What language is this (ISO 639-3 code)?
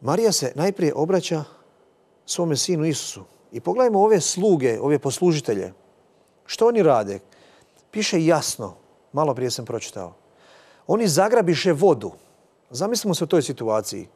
hrv